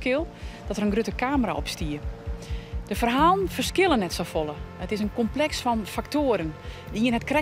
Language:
Western Frisian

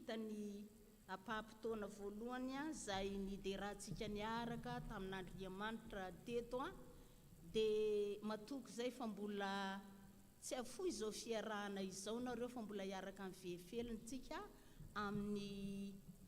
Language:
Malagasy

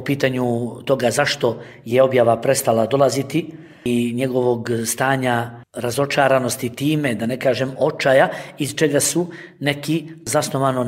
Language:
Bosnian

